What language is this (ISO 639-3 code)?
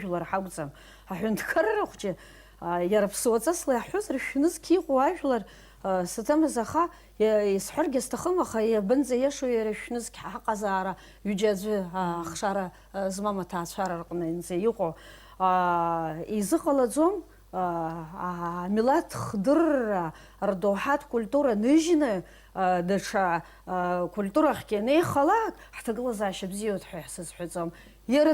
abk